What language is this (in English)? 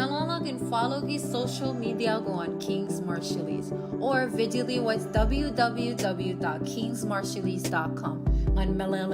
Marshallese